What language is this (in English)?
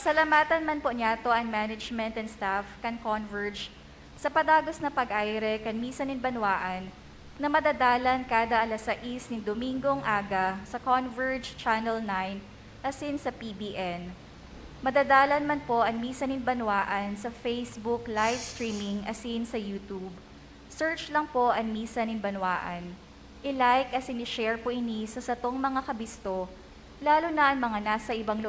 Bikol